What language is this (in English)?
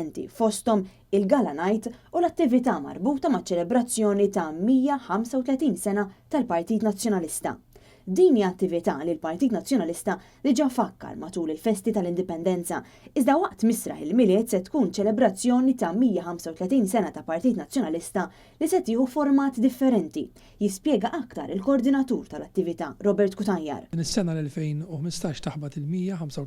Maltese